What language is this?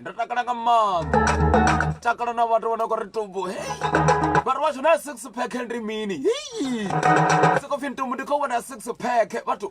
Venda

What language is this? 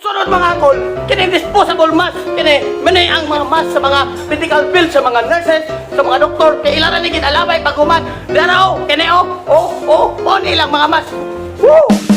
Cebuano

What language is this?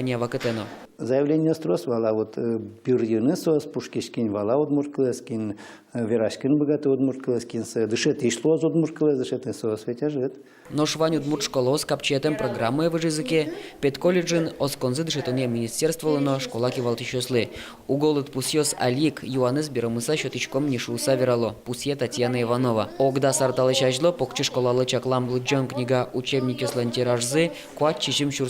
Udmurt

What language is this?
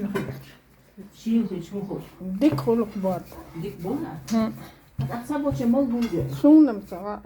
Chechen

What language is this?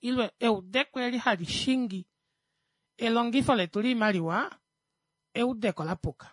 Kuanyama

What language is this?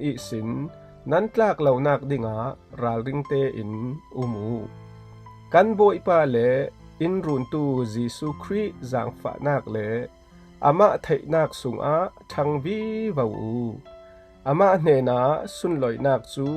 Falam Chin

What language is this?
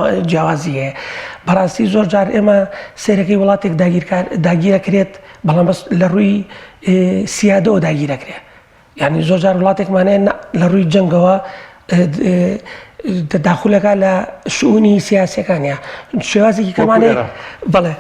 Central Kurdish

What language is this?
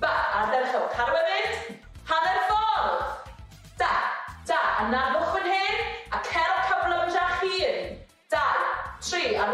Welsh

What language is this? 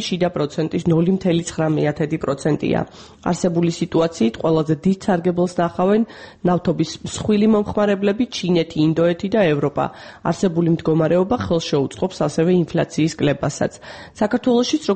Georgian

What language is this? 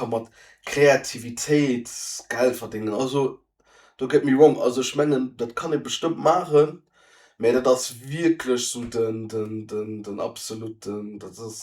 Luxembourgish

